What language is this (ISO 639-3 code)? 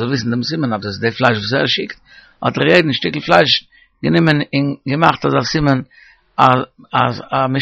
yid